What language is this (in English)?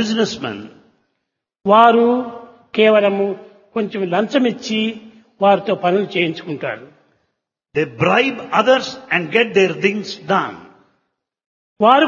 Telugu